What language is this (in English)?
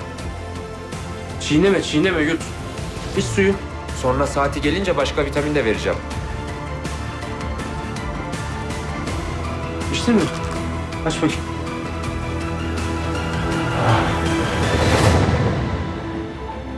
Turkish